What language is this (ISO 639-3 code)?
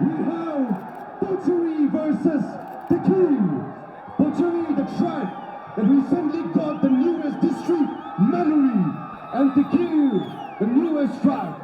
dis